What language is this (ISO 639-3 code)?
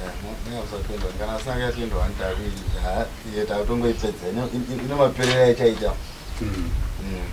sna